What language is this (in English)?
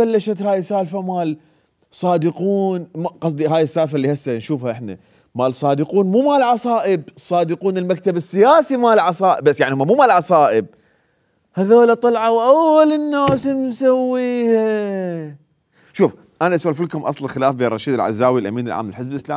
Mesopotamian Arabic